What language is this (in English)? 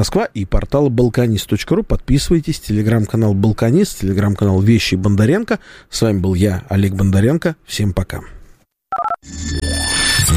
Russian